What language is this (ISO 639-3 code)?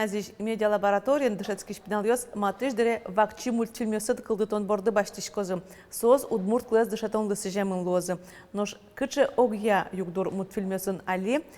udm